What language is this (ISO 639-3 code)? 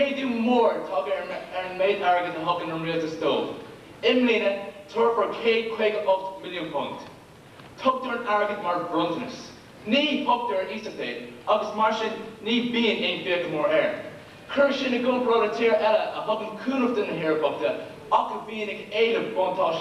gle